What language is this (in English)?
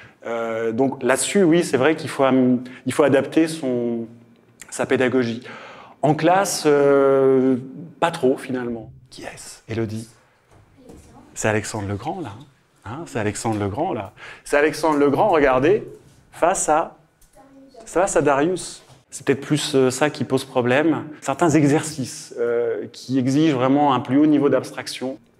French